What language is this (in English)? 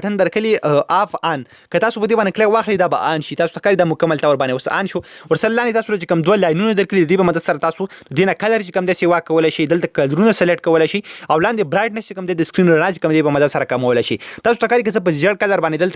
Pashto